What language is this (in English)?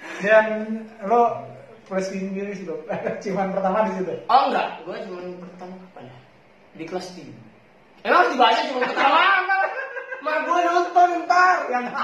Indonesian